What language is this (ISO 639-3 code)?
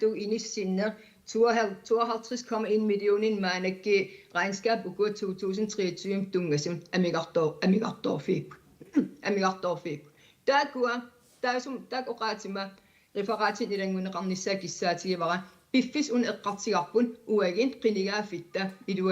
kal